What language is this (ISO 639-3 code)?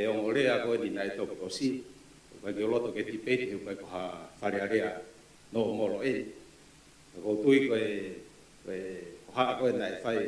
ton